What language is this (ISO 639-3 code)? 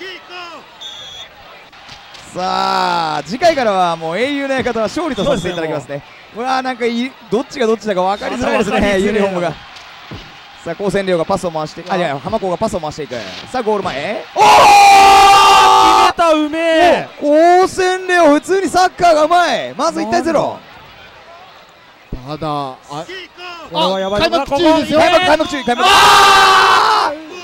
jpn